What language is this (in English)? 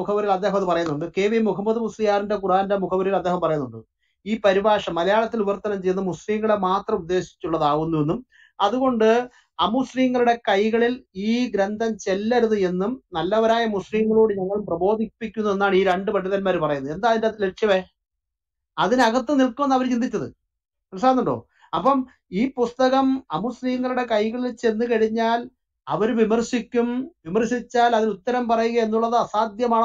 Malayalam